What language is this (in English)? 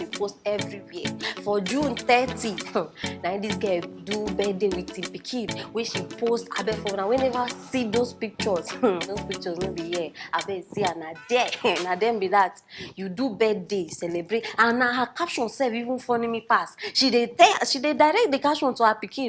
Nigerian Pidgin